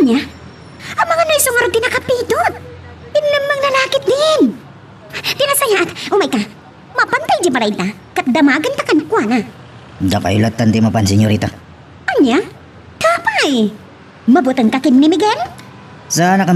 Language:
Iloko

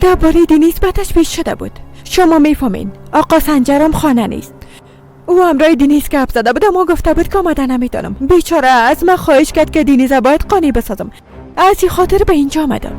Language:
Persian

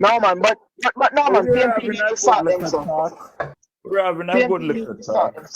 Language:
Jamaican Creole English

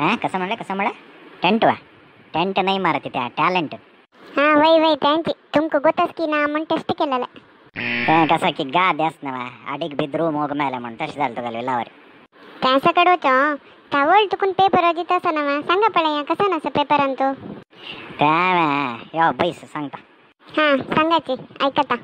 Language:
Konkani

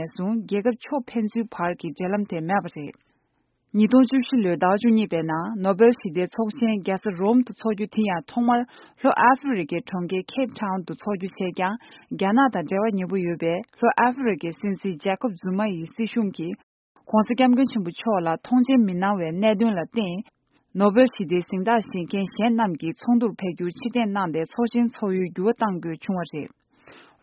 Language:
Tibetan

